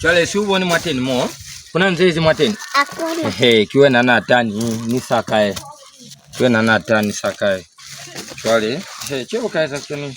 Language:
Lozi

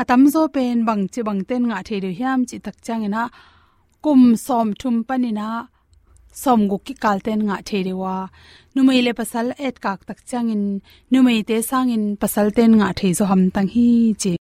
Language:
Tedim Chin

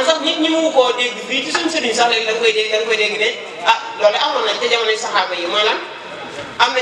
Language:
Wolof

